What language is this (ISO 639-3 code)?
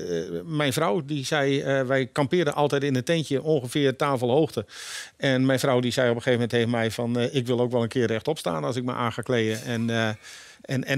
nld